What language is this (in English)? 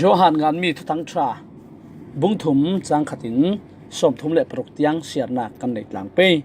Falam Chin